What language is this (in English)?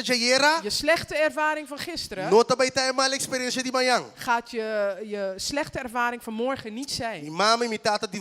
Papiamento